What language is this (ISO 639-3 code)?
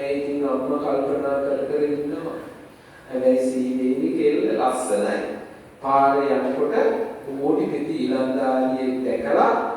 sin